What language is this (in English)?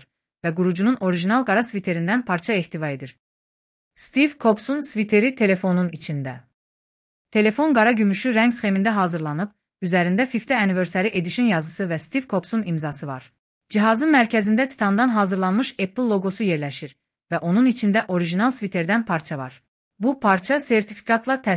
Azerbaijani